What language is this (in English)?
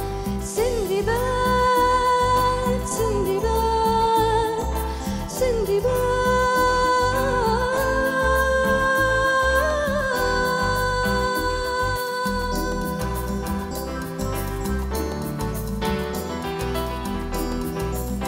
Arabic